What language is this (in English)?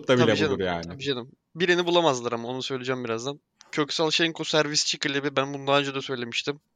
Turkish